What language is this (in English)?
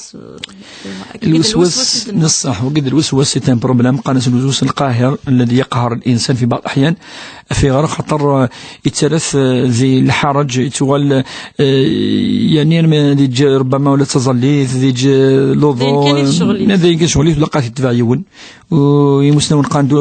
Kabyle